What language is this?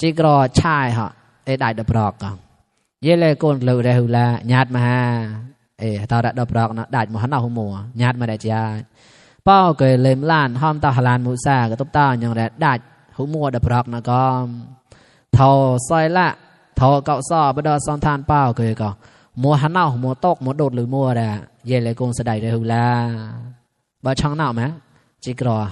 Mon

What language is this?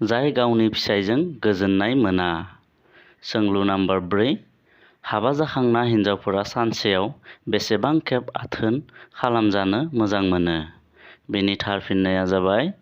Bodo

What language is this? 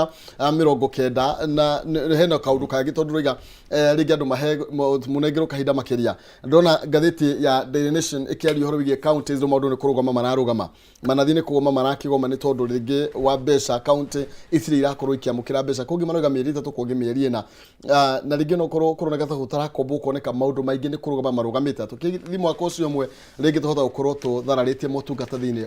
Kikuyu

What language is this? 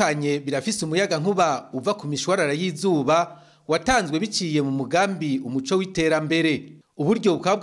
Rundi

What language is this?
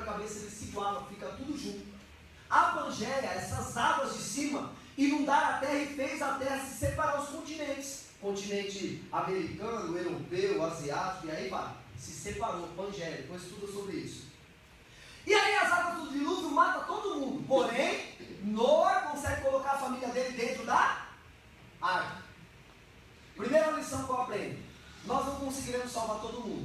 Portuguese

